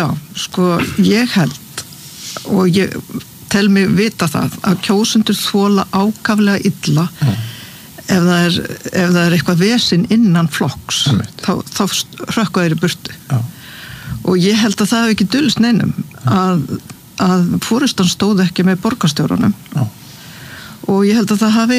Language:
Icelandic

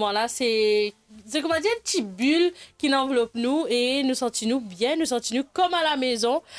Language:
Morisyen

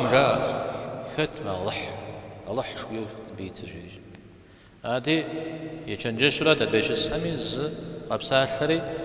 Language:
Kabardian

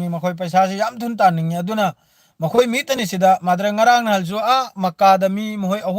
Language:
Manipuri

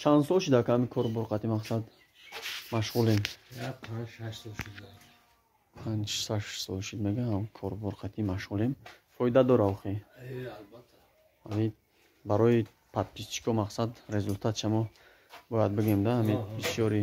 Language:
Tajik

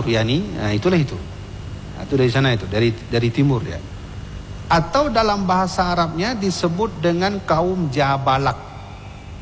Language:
Indonesian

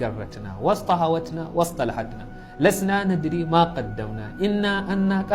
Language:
Hausa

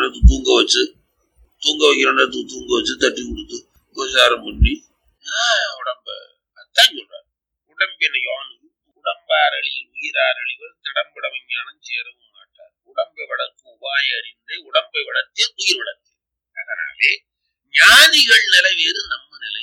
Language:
Tamil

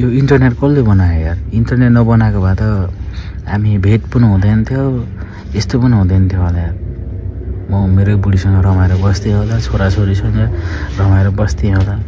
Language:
Nepali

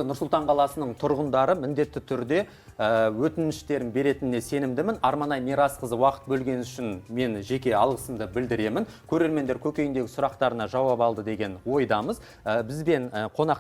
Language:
Kazakh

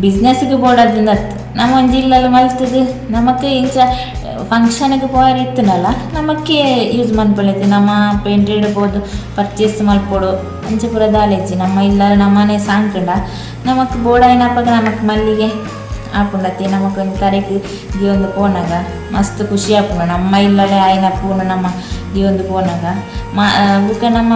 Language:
Tulu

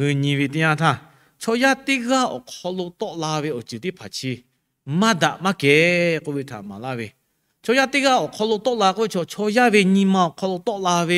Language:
Lahu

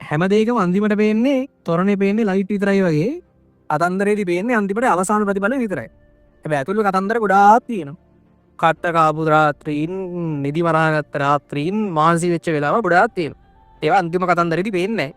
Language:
Sinhala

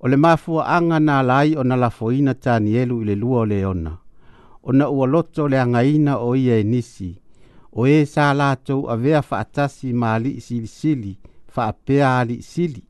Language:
Samoan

